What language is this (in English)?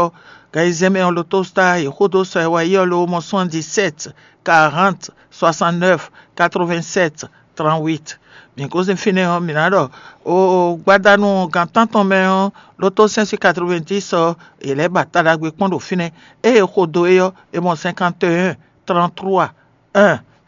Fon